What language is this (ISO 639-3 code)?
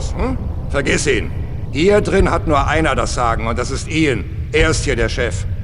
bar